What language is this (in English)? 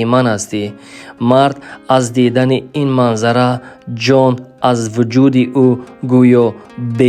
Tajik